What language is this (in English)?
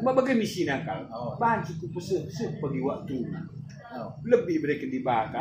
Batak Karo